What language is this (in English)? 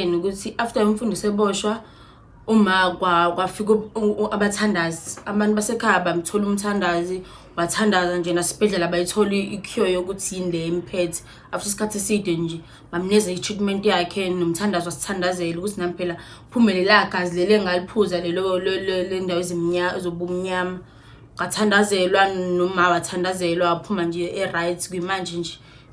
Zulu